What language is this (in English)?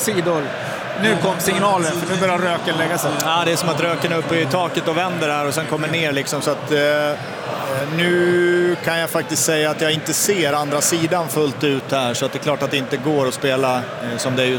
Swedish